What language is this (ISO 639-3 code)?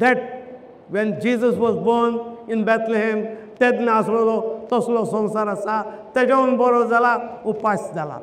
kok